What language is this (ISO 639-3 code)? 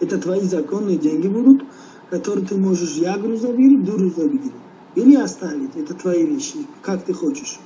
tgk